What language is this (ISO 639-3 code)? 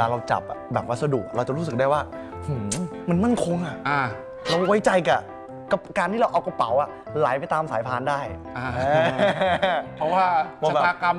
tha